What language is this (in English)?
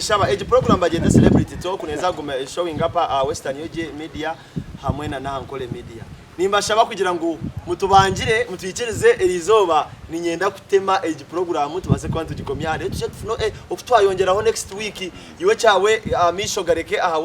Nyankole